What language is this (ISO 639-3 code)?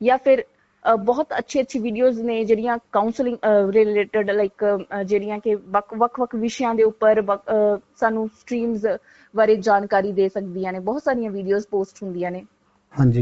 pan